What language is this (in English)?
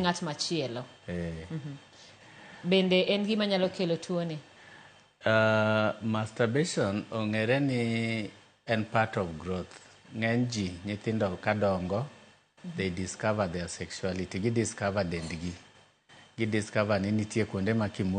Luo (Kenya and Tanzania)